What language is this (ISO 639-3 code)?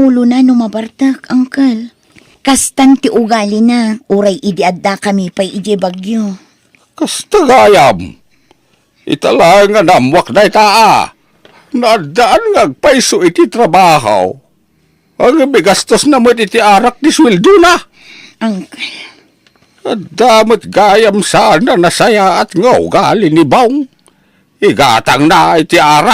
ilo